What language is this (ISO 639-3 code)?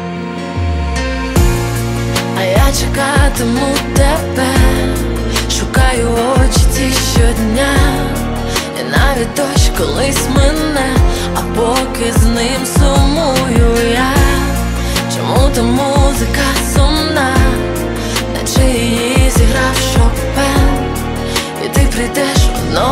ukr